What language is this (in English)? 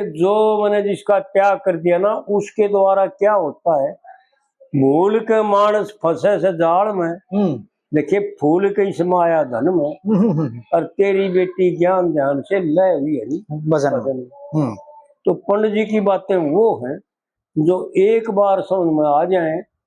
Haryanvi